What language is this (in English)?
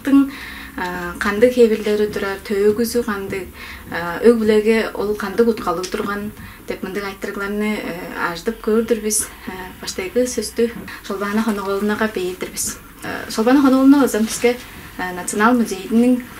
Tuvinian